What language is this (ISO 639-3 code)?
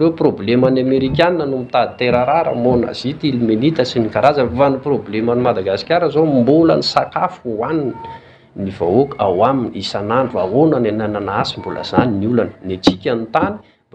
mlg